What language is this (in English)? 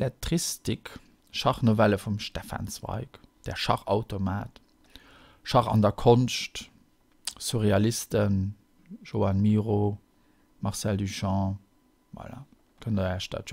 Luxembourgish